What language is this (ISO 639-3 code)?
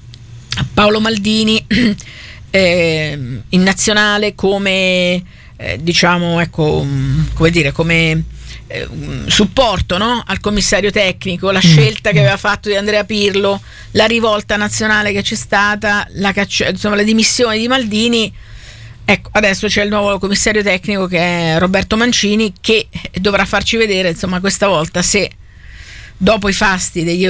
ita